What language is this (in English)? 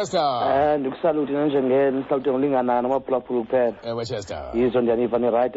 Xhosa